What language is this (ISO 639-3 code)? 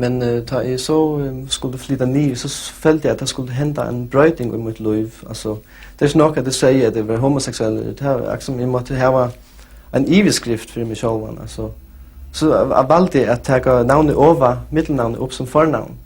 fao